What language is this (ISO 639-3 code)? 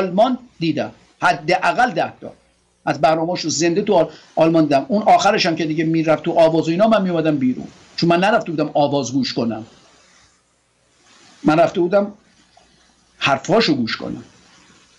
fas